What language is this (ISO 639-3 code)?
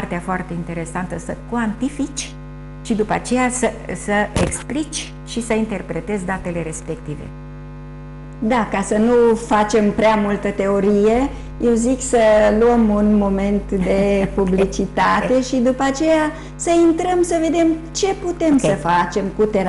ron